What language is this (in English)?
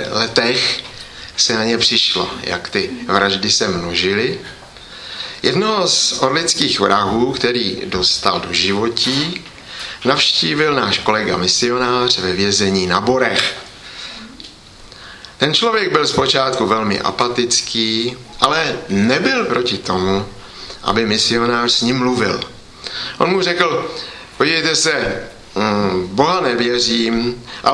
Czech